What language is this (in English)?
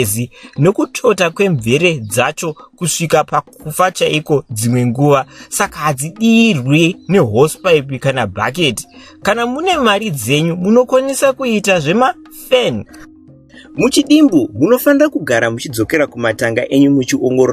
Shona